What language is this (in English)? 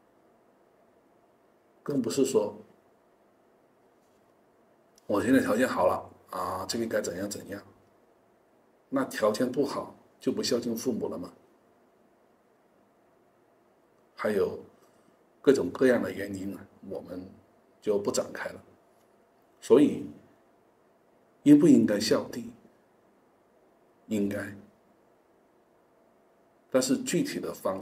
Chinese